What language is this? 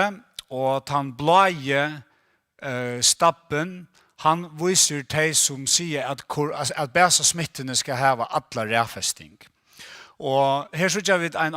Faroese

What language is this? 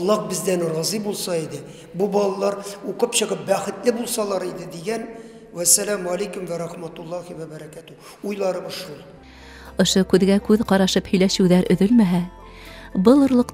Bashkir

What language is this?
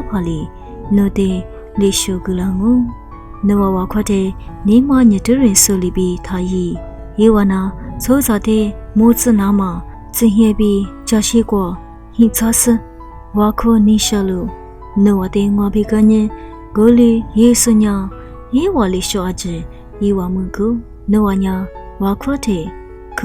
Lisu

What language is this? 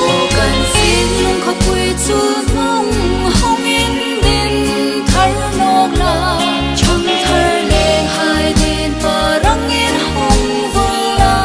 Hmar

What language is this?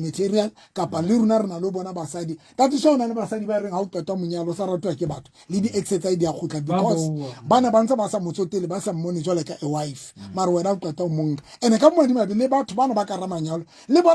Southern Sotho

